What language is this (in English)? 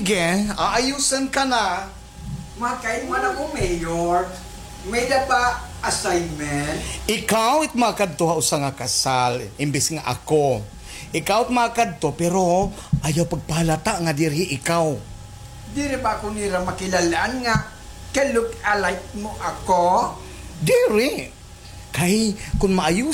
Waray